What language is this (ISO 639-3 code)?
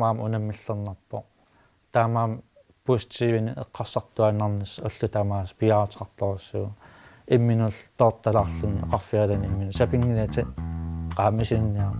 kal